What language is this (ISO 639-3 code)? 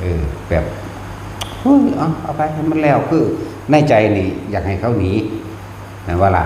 tts